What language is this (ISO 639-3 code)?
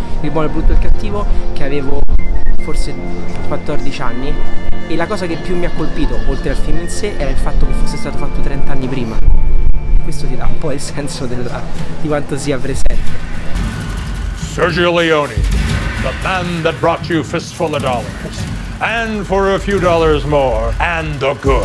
ita